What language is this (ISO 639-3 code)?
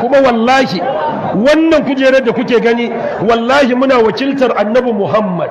hau